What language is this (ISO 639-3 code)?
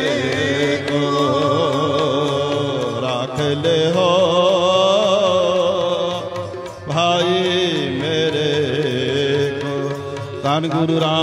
pan